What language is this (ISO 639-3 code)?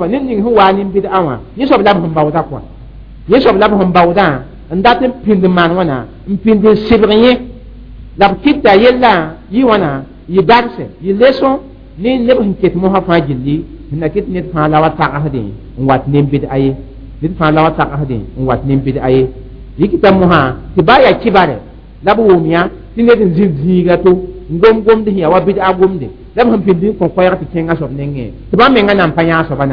mos